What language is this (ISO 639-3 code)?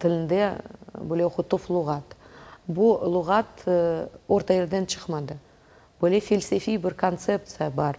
crh